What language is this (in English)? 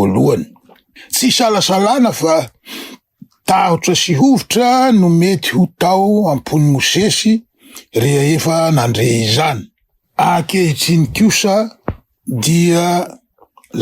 Malagasy